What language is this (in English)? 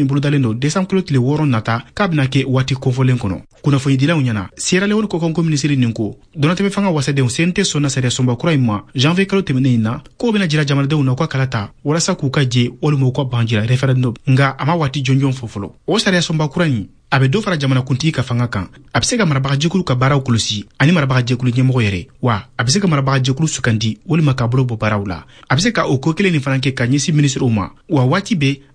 Bambara